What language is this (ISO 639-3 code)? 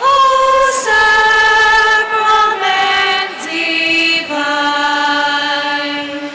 pam